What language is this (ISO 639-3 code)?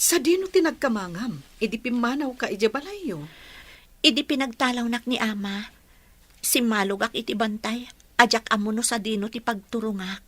ilo